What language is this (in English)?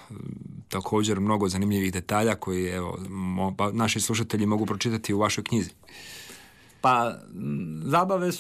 Croatian